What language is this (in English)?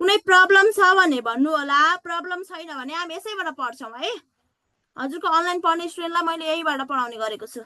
Nepali